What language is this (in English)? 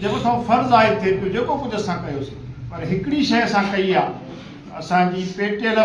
Sindhi